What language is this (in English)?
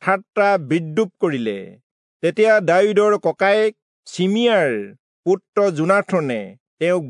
Assamese